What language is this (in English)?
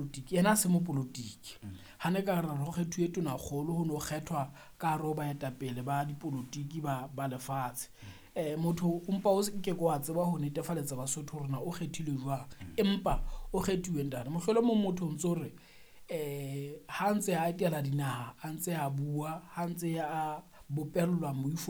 Southern Sotho